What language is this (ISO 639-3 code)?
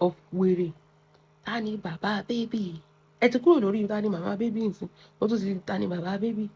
yor